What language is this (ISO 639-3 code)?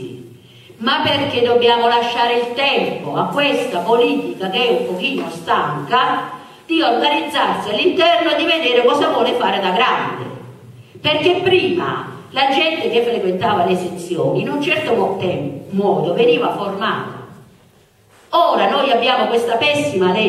ita